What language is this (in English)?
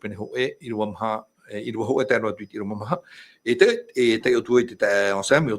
Tahitian